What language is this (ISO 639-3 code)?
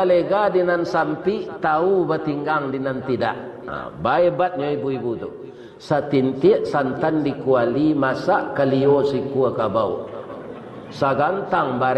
min